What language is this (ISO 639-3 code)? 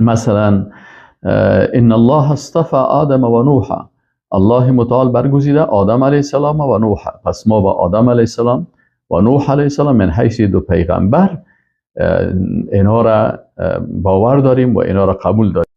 fas